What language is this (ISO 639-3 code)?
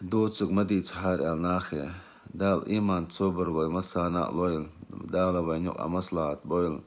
che